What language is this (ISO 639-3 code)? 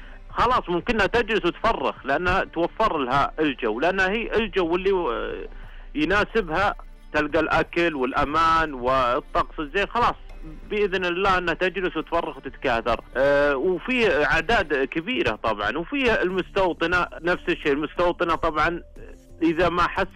ars